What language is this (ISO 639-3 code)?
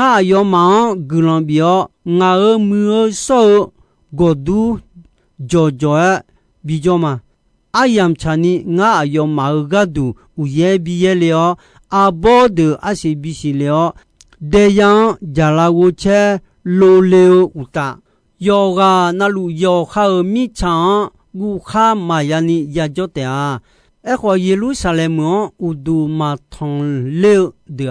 ahk